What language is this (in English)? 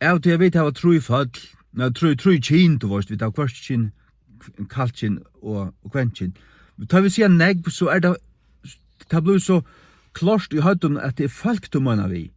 Faroese